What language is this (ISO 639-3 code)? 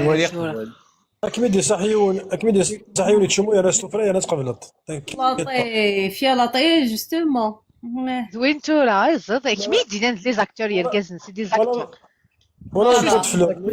kab